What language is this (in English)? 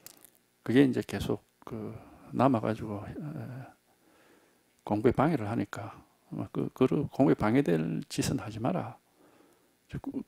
Korean